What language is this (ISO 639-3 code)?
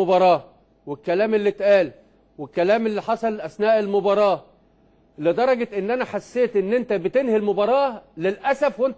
arz